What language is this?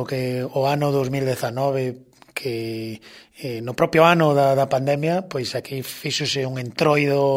Galician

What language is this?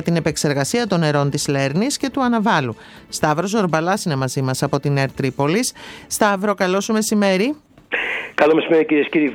Greek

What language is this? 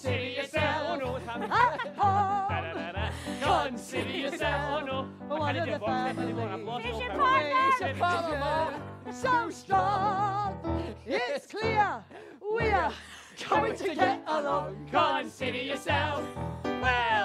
English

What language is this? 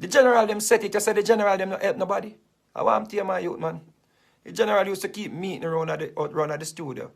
Jamaican Creole English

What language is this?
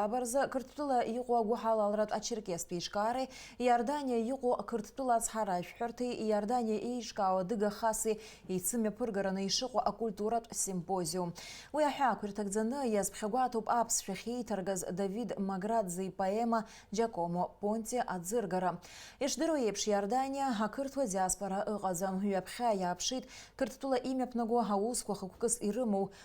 Abkhazian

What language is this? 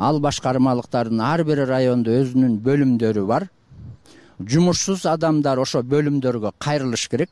Kyrgyz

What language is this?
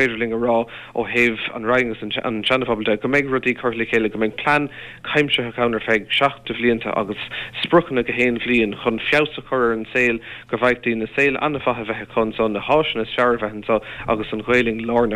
Irish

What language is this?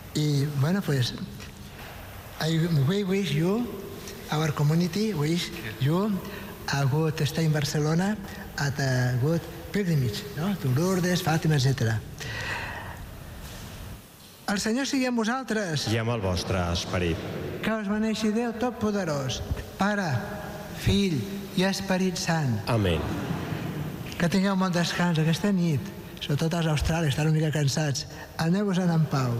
Catalan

